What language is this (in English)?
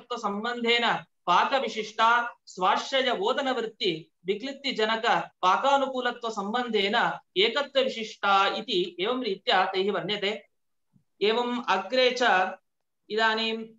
Sanskrit